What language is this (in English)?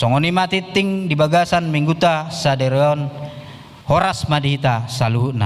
Batak Toba